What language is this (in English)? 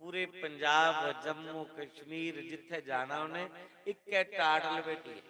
Dogri